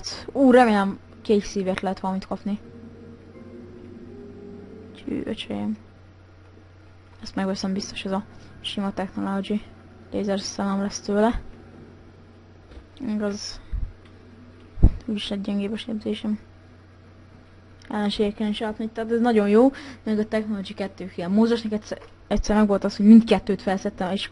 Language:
Hungarian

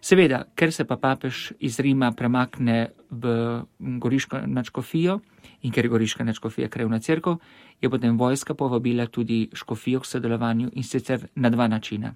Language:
Slovenian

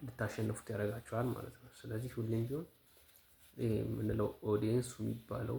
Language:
Amharic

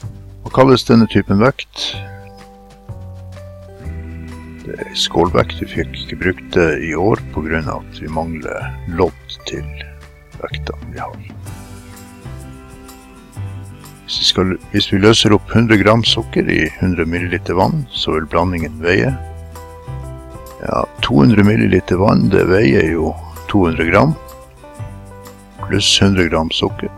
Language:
Norwegian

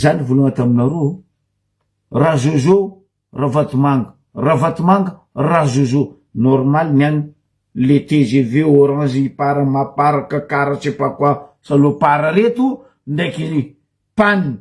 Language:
Malagasy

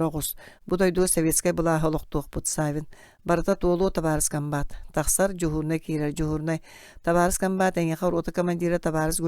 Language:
Yakut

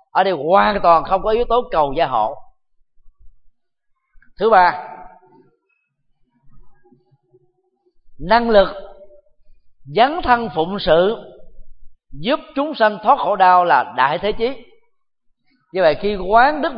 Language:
Vietnamese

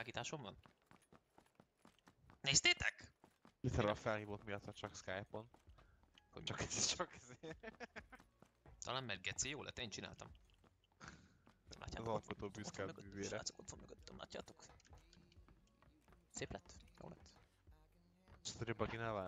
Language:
Hungarian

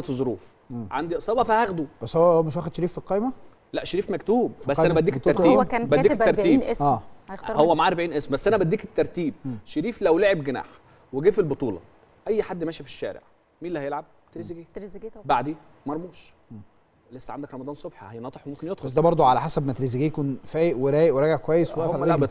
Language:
Egyptian Arabic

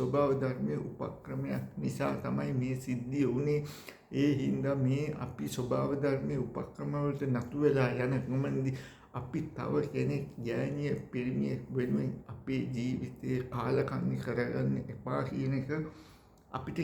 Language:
Sinhala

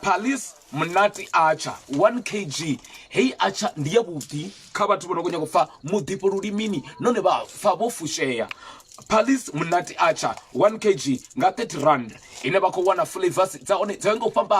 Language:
Venda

